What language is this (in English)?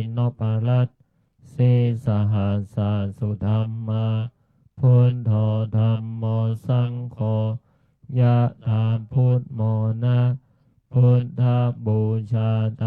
Pali